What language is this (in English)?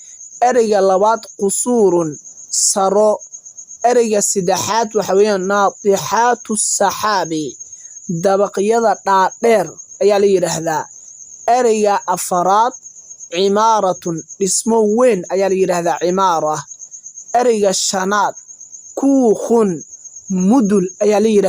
Somali